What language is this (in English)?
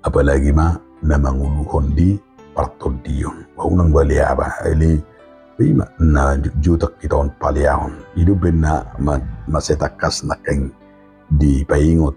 Batak Toba